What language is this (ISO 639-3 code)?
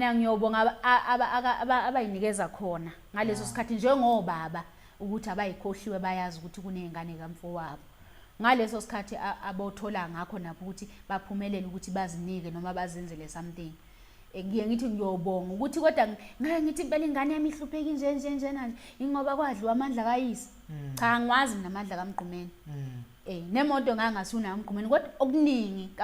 zul